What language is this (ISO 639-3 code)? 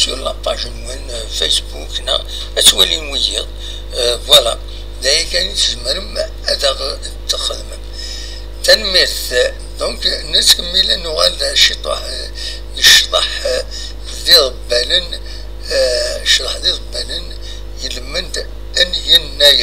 kab